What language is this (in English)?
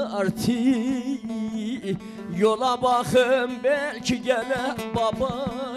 Turkish